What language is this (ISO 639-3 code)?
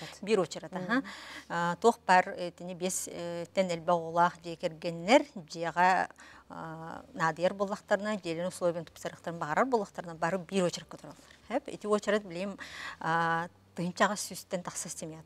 sah